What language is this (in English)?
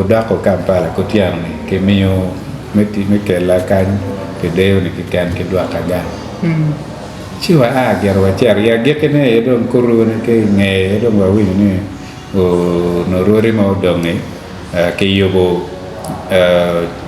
Acoli